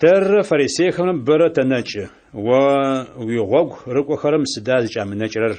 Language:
Adyghe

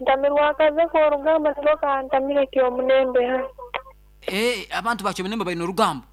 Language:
Nyoro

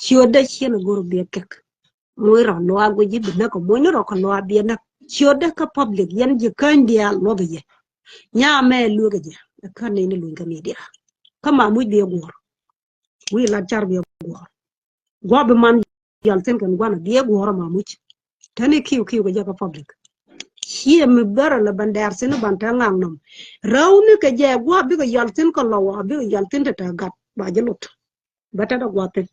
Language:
Nuer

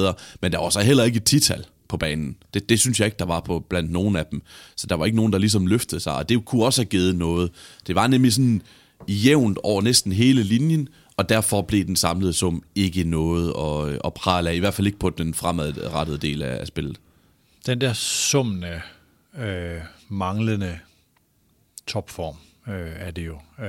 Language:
Danish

